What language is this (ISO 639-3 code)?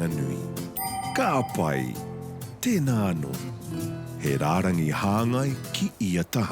mri